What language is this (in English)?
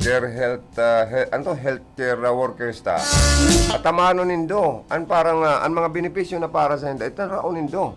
Bikol